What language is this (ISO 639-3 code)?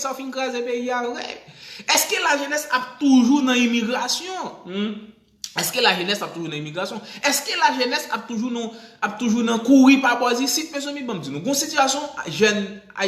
hat